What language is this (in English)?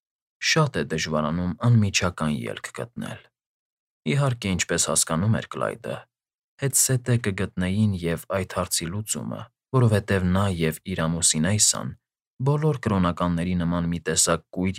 Armenian